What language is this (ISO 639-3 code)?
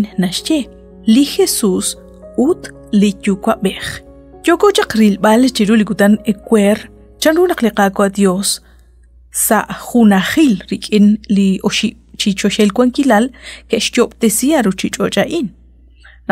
kek